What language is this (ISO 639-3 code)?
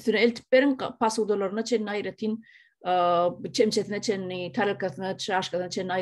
tuk